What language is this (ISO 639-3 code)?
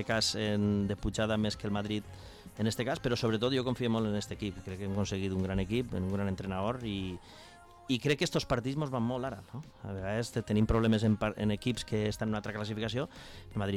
cat